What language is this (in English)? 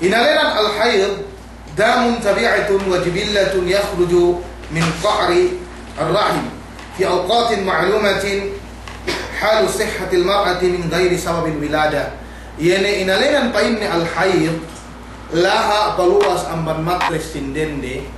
Yakan